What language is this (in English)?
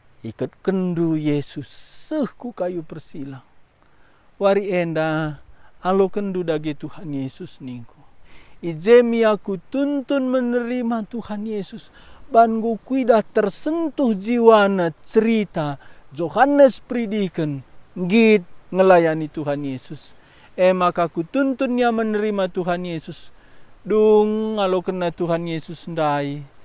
Batak Karo